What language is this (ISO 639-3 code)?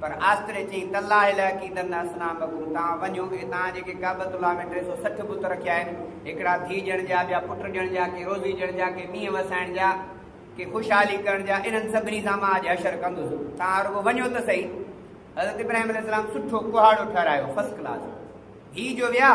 snd